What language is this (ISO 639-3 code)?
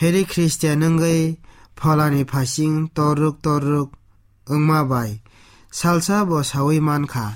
trp